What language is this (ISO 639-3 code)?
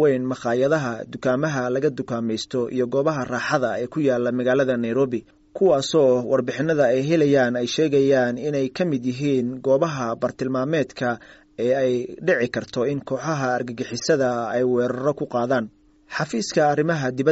som